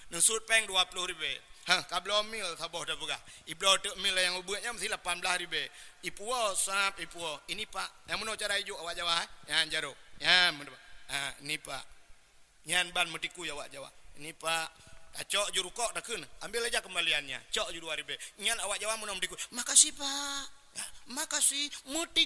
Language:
Achinese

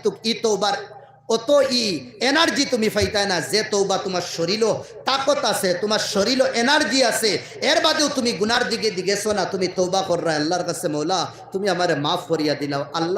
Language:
Sylheti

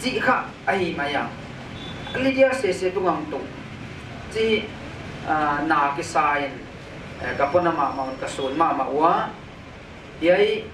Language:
Paite Chin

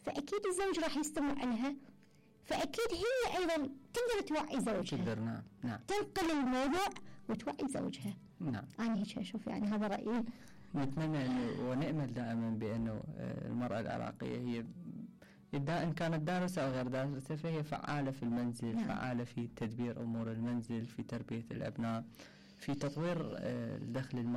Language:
Mesopotamian Arabic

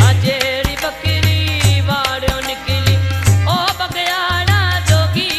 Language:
Pahari-Potwari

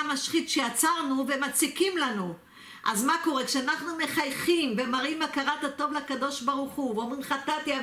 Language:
Hebrew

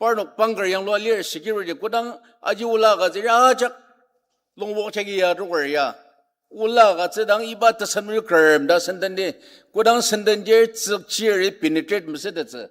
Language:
Ao Naga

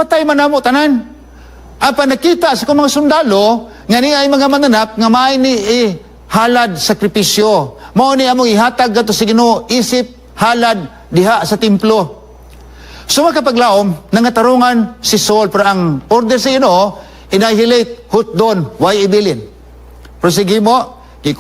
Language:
Cebuano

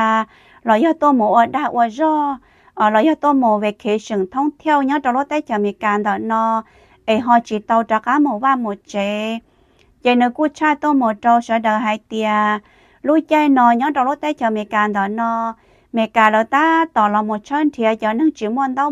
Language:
Hmong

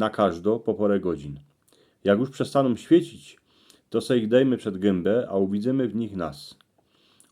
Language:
Silesian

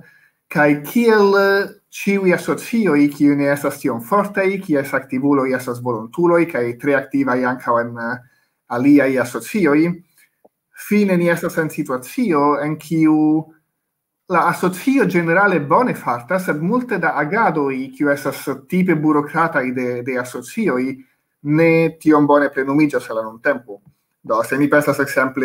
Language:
Esperanto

